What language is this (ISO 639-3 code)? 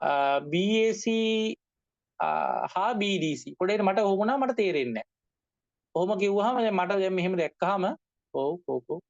sin